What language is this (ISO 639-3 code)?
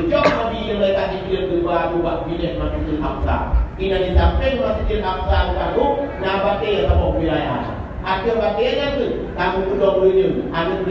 ace